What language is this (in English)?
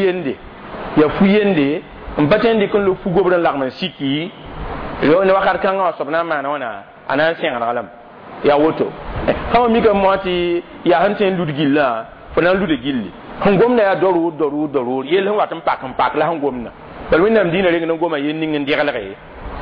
Mossi